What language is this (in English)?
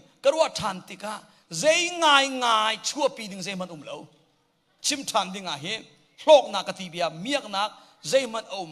Hakha Chin